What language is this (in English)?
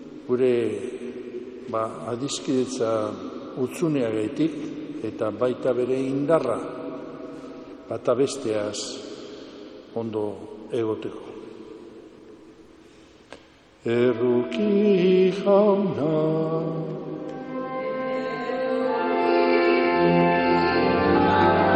Basque